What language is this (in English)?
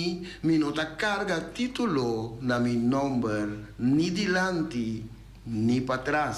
Papiamento